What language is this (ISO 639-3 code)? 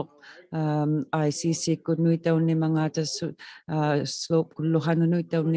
iku